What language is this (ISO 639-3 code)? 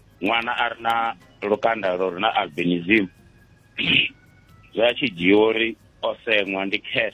ven